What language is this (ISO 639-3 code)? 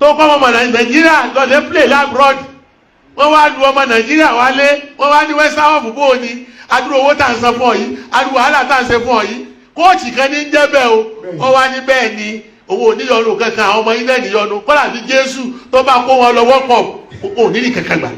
yor